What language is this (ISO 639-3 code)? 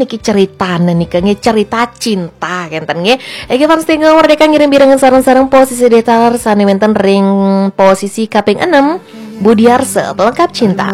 ban